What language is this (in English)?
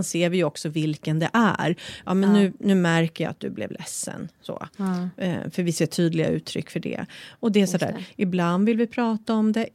Swedish